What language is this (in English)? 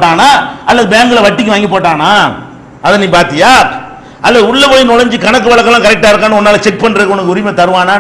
Tamil